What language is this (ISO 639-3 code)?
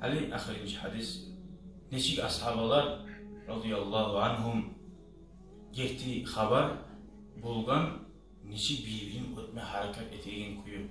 kum